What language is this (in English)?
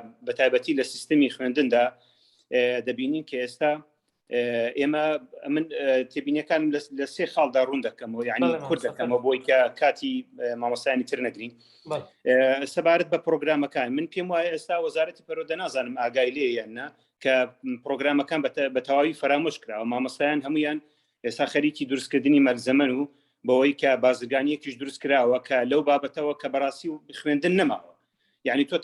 Central Kurdish